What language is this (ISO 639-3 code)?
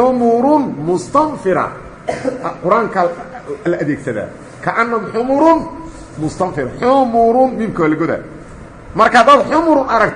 som